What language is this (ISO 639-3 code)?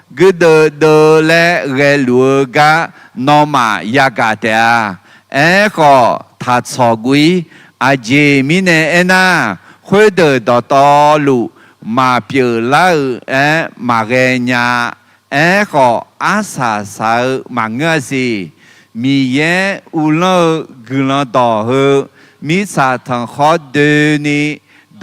ahk